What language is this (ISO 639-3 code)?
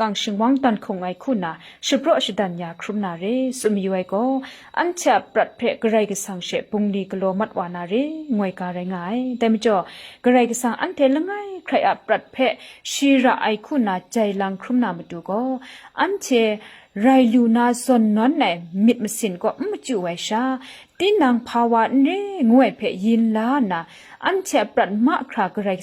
kac